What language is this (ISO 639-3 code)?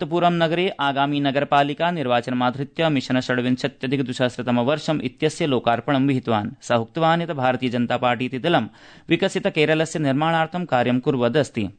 san